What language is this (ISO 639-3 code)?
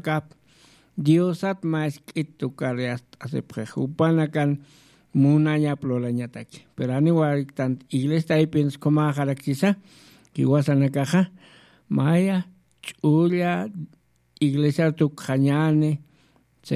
aym